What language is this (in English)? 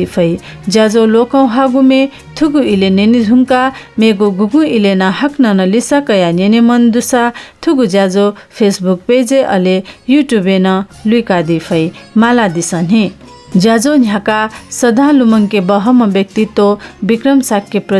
Newari